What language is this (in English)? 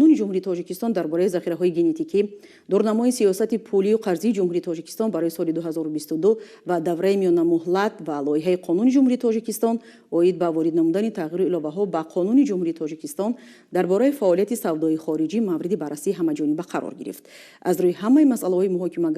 Tajik